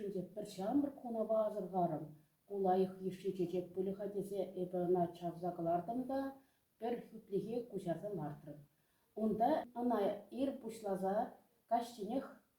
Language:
Chuvash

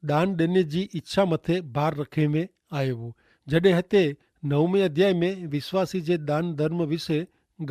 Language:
Kachhi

